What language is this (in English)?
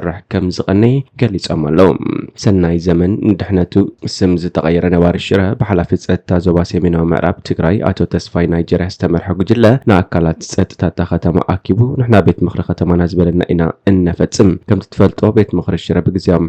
Tigrinya